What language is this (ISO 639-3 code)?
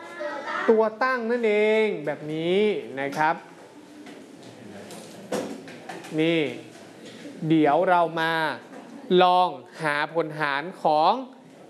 tha